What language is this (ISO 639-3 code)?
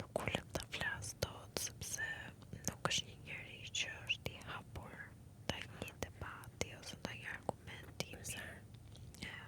sqi